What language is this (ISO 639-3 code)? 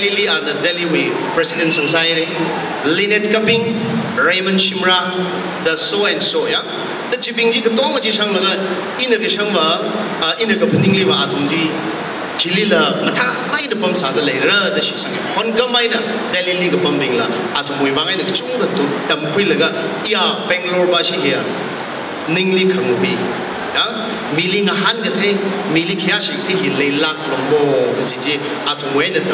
nmf